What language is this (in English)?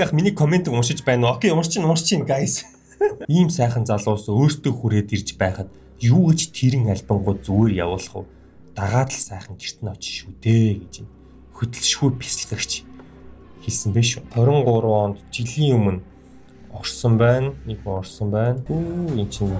Mongolian